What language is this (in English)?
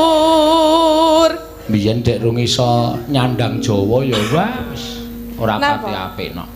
Javanese